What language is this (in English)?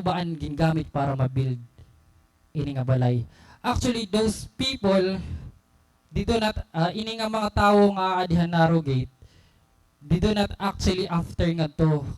Waray